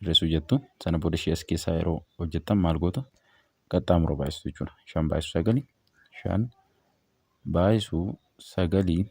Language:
Oromo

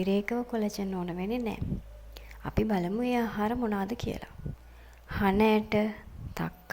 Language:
Sinhala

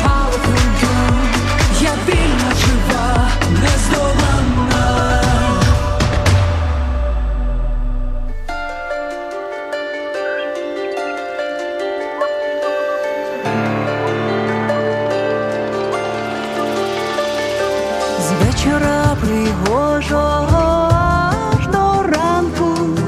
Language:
Ukrainian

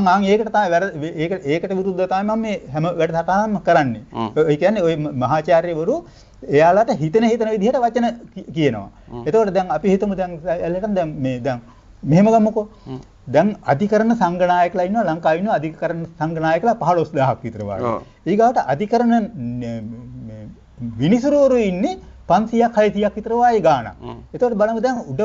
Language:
Sinhala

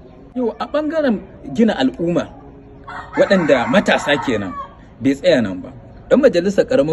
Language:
Hausa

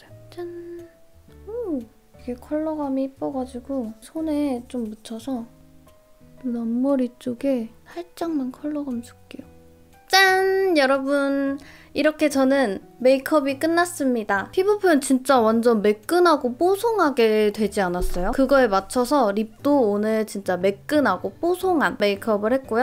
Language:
Korean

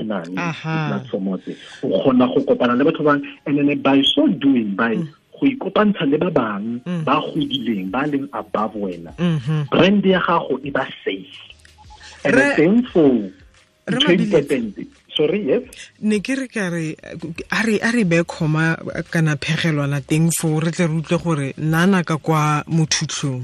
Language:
Tswana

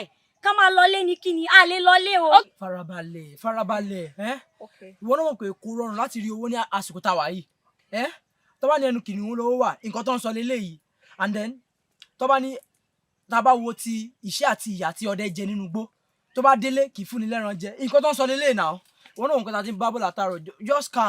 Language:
Yoruba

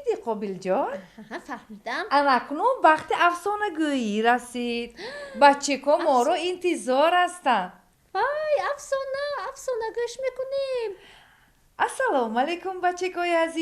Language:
Tajik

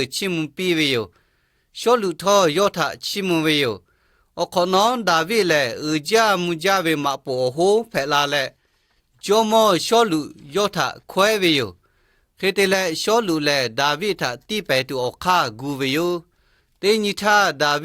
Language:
Lahu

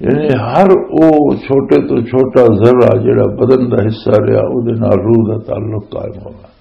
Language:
Western Panjabi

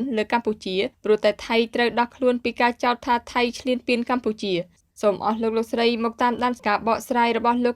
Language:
Khmer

